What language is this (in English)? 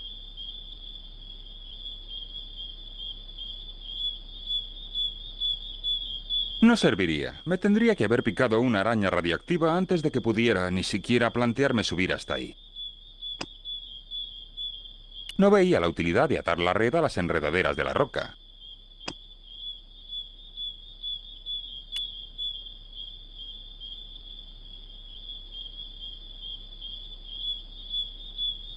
Spanish